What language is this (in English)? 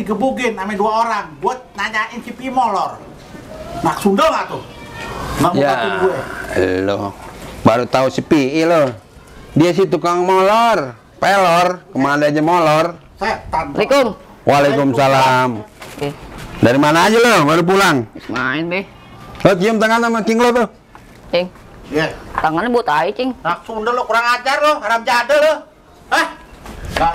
Betawi